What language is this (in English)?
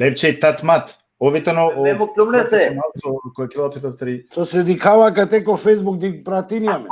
Balkan Romani